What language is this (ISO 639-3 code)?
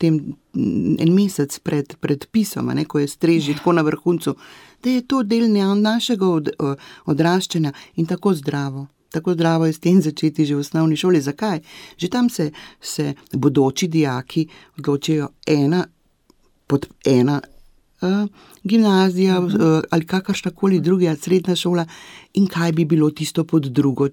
slv